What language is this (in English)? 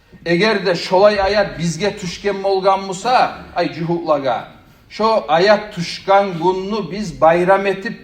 Kumyk